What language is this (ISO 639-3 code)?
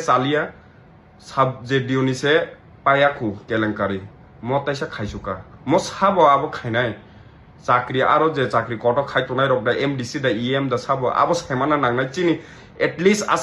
trp